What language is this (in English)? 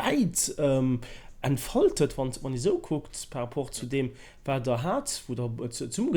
Luxembourgish